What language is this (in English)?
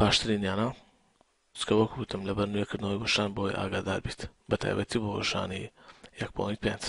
Central Kurdish